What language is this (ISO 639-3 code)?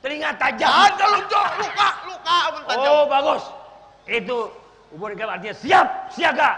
bjn